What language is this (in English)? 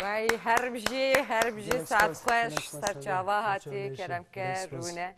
Kurdish